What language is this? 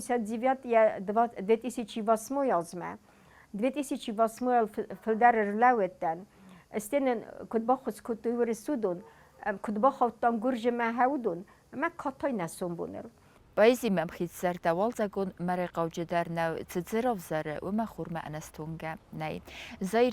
Ossetic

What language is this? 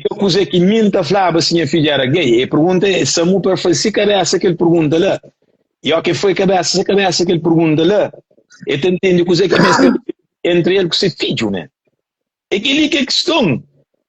Kabuverdianu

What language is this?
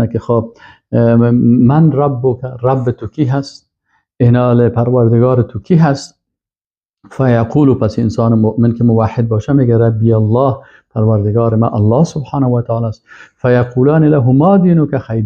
Persian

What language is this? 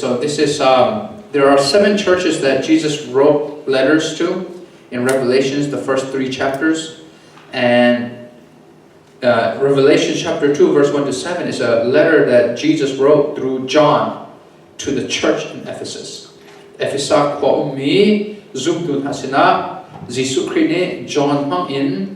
Hakha Chin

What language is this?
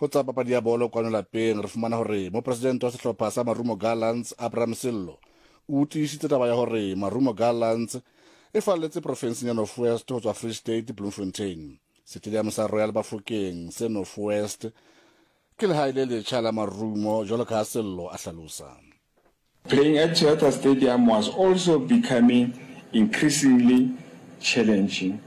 Southern Sotho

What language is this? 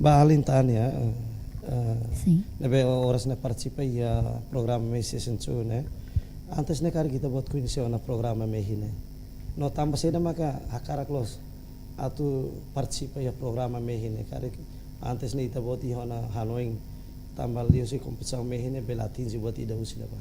Tetum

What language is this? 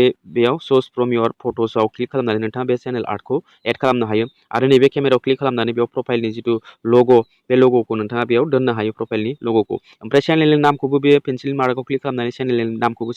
Bodo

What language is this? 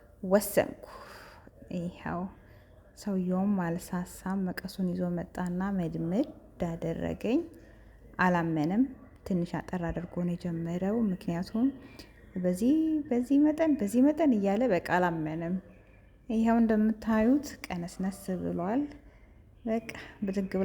Amharic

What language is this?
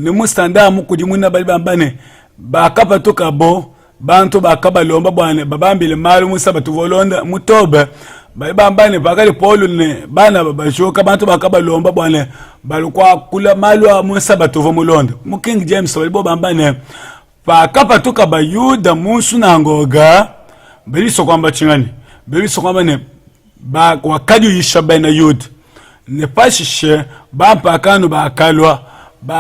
Luba-Lulua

